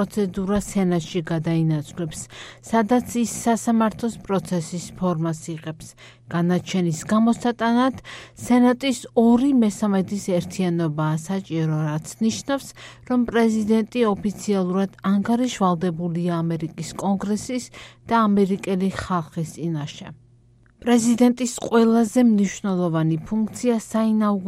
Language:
Georgian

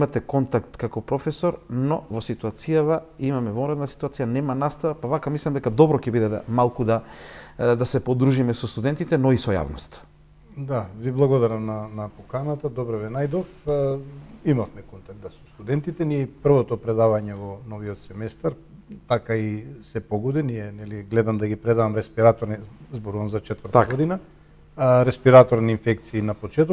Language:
Macedonian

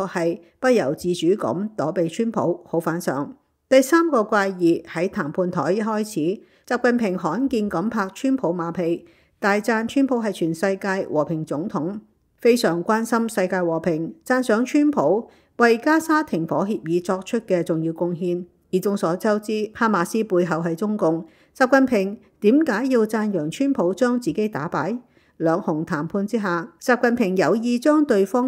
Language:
Cantonese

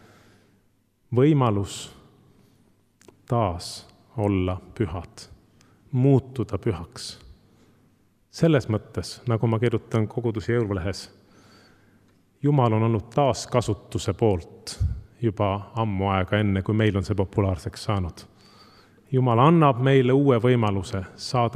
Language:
Estonian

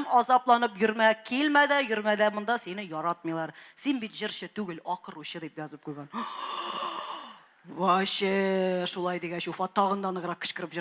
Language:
Tatar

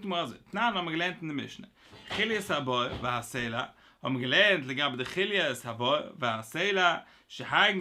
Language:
Yiddish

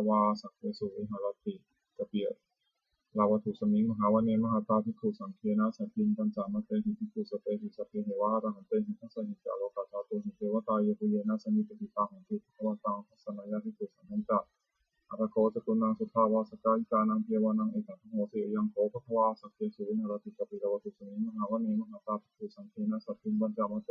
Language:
Pali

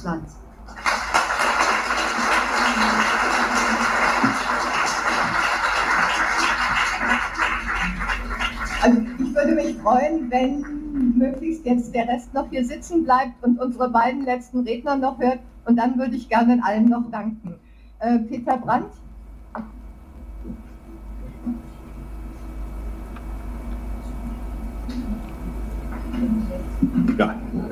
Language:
German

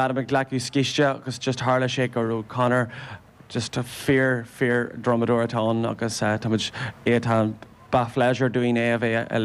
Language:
Irish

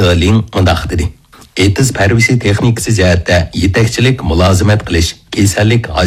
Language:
Uyghur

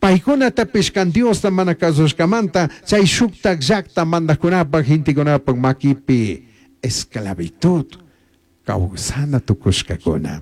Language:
Chimborazo Highland Quichua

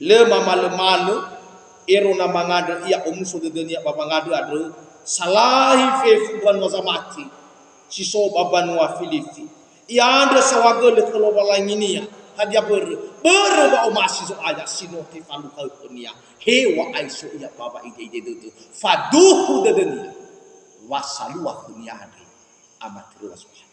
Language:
Nias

